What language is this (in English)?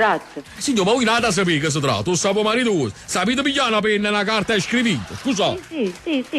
Neapolitan